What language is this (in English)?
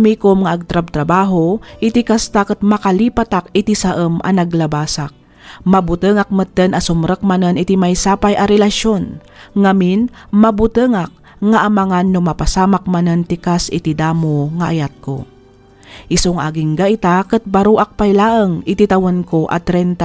Iloko